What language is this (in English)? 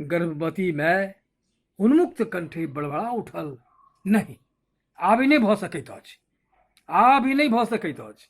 Maithili